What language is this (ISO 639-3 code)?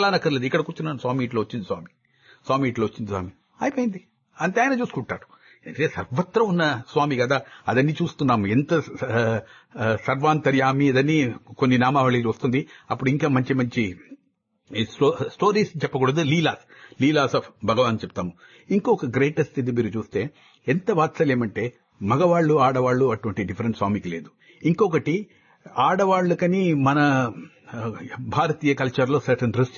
tel